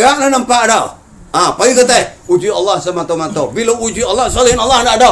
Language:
Minangkabau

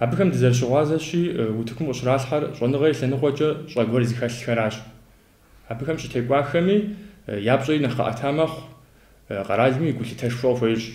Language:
Kabardian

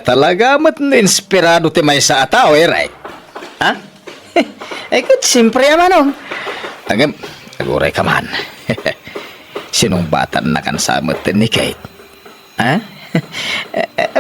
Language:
Iloko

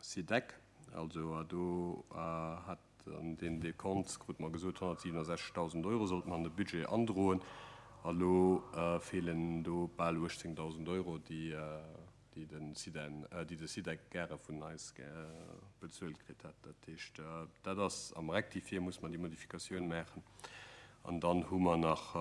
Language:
Luxembourgish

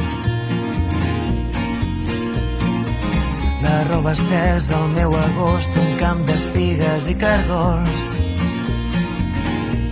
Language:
Catalan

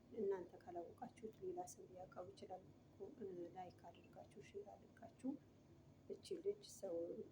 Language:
Amharic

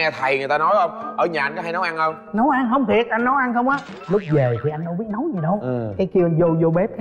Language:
Vietnamese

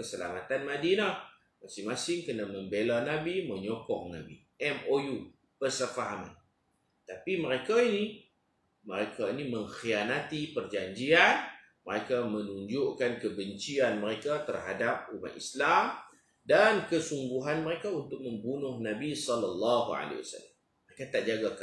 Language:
Malay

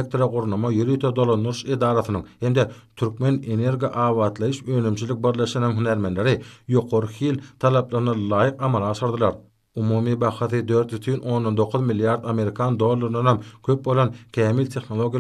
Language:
Turkmen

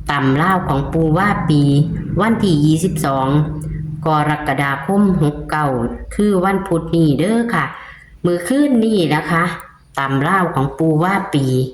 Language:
Northeastern Thai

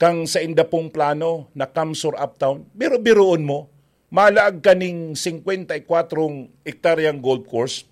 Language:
Bikol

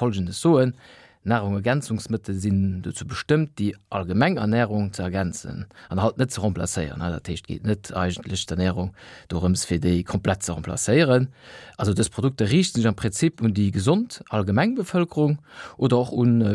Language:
Luxembourgish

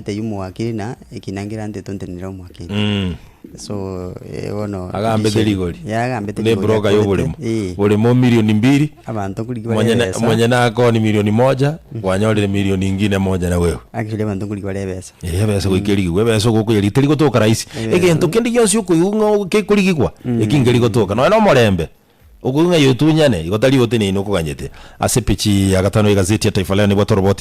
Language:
Gusii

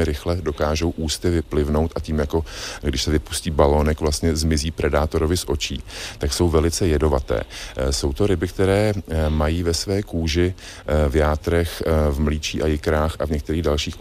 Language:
Czech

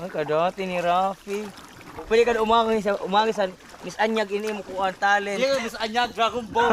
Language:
Waray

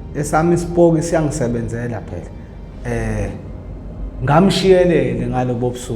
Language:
Zulu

